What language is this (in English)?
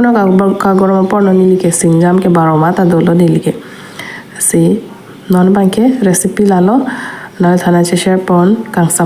Karbi